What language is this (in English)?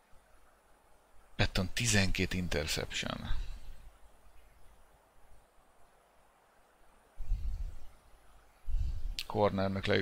Hungarian